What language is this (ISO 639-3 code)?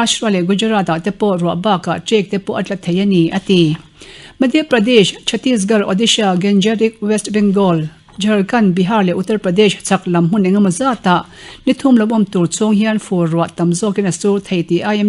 lus